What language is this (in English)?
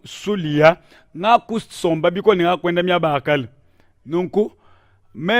Luba-Lulua